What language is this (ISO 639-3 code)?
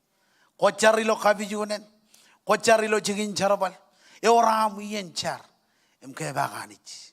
mah